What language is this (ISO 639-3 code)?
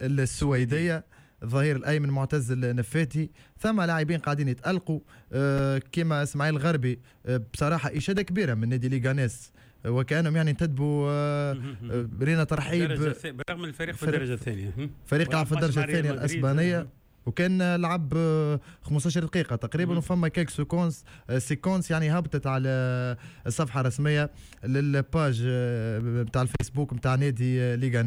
aeb